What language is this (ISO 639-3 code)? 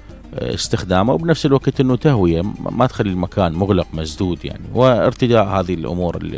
acm